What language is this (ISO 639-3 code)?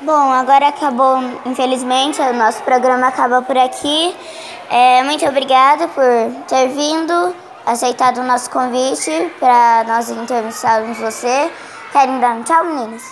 por